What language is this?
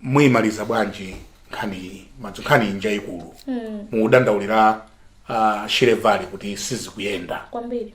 Nyanja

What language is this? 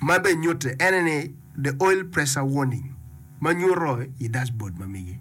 Acoli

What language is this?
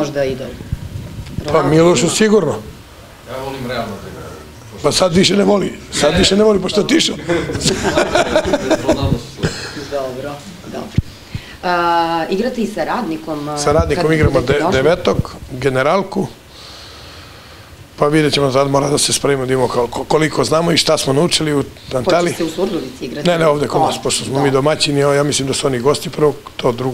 Serbian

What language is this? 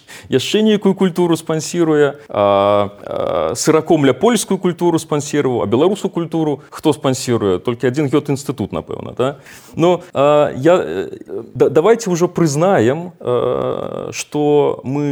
Belarusian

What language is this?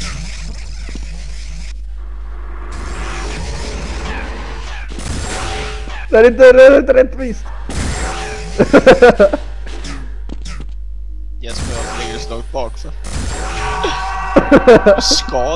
Swedish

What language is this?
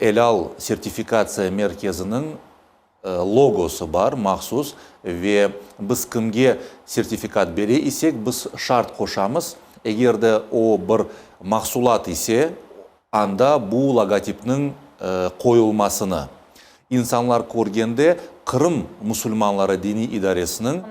Crimean Tatar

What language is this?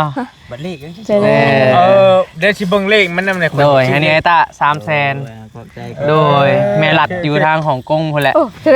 Northeastern Thai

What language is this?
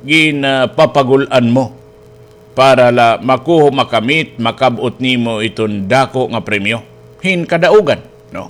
Waray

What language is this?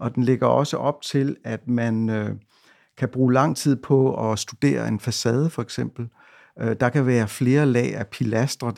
Danish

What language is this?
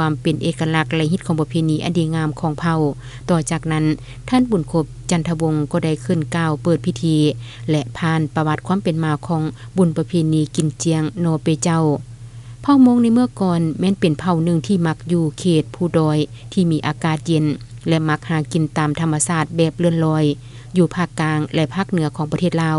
Lao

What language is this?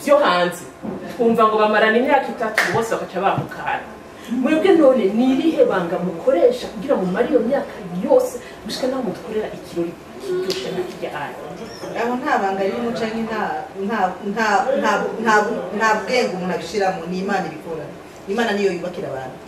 Rundi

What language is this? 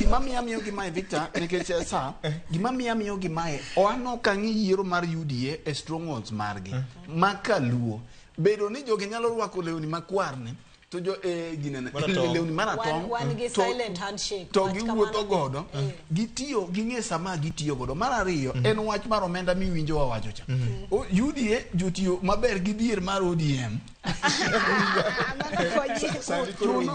Luo (Kenya and Tanzania)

